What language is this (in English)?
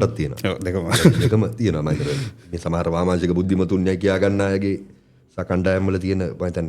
Sinhala